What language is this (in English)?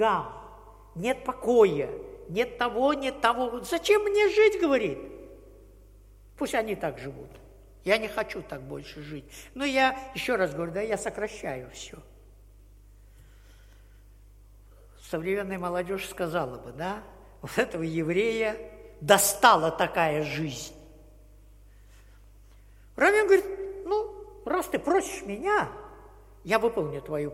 Russian